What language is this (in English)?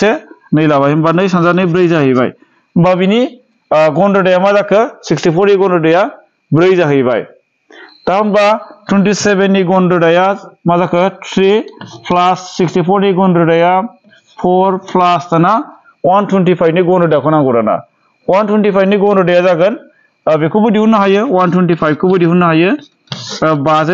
Bodo